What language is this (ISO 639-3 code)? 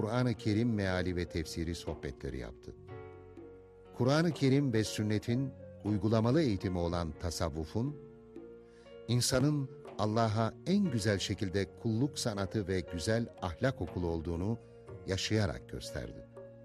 tur